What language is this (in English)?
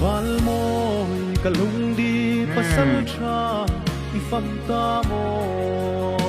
Hmar